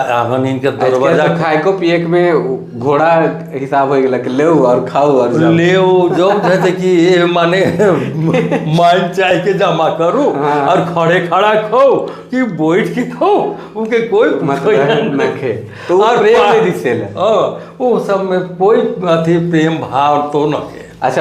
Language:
Sadri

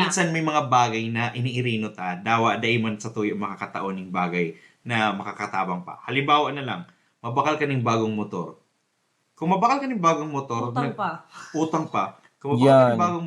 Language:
Bikol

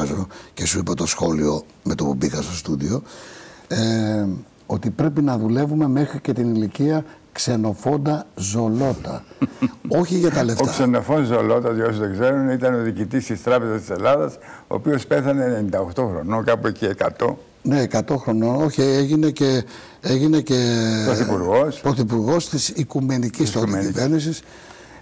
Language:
Greek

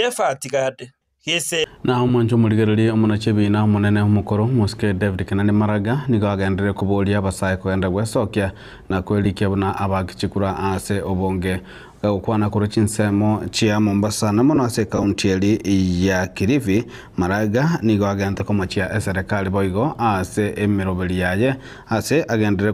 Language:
Gusii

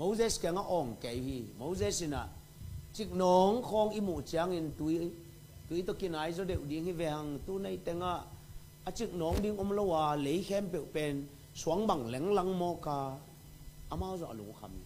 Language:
Tedim Chin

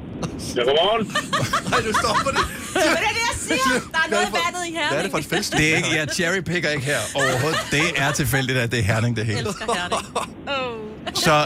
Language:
Danish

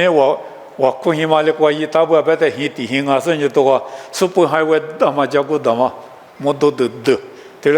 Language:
Lisu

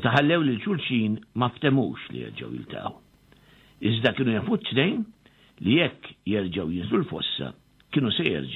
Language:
Maltese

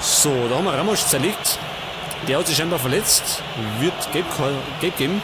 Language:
Bavarian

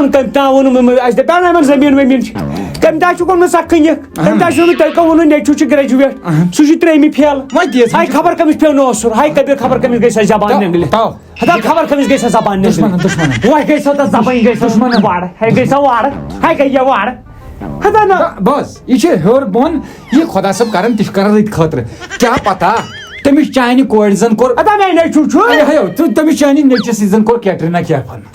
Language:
Kashmiri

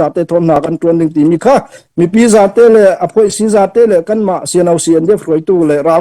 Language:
Hakha Chin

